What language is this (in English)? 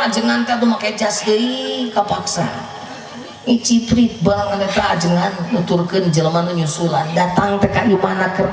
Sundanese